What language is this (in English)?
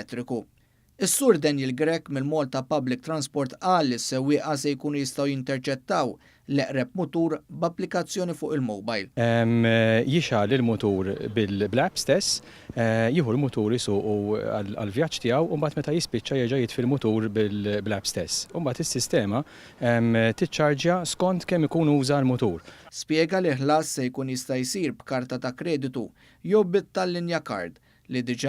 Maltese